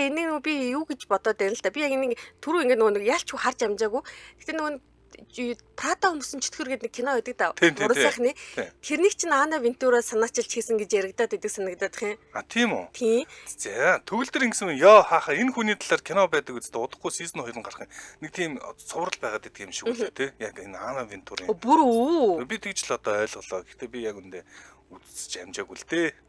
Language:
Mongolian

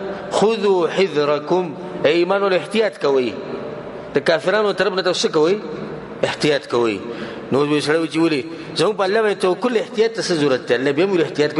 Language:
Pashto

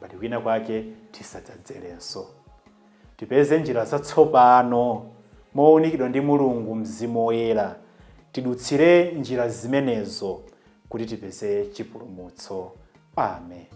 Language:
Nyanja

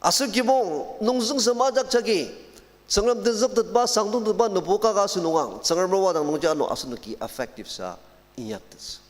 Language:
Ao Naga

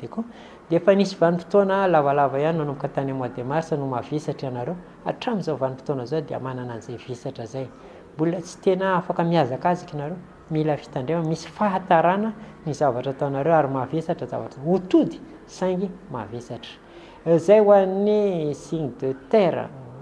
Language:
Malagasy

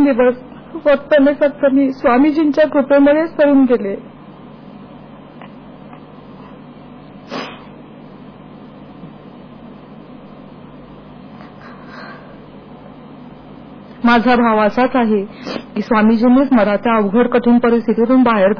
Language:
Marathi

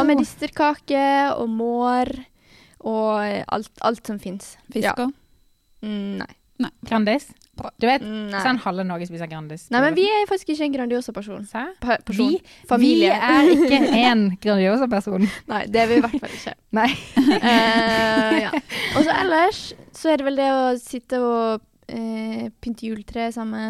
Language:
Norwegian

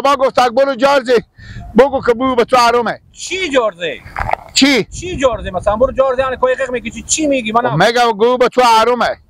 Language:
Hazaragi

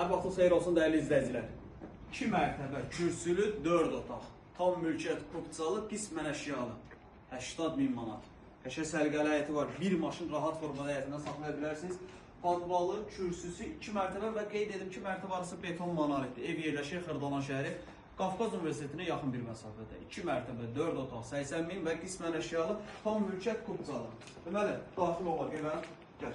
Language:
Azerbaijani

